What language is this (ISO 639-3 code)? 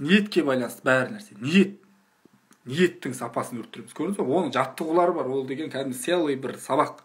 kaz